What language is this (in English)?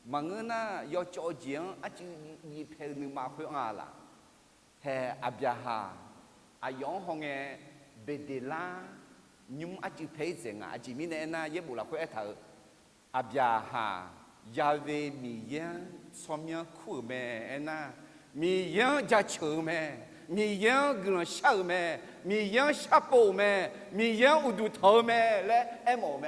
Akha